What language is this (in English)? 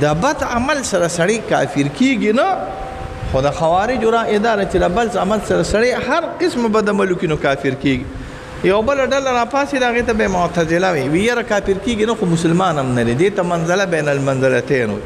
Pashto